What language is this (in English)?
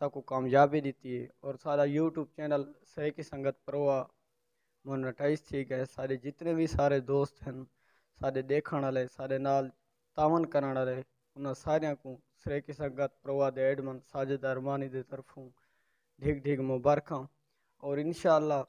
Saraiki